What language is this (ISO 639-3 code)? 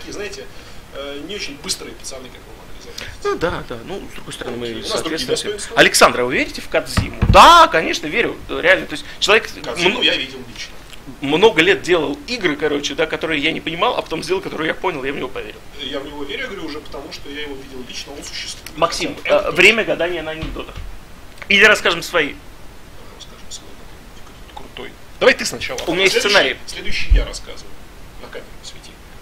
rus